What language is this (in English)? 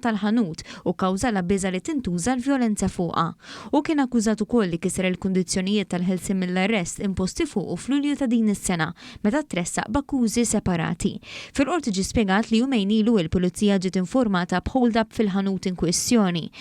Maltese